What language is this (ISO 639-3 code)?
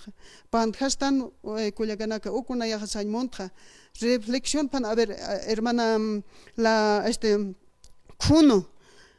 aym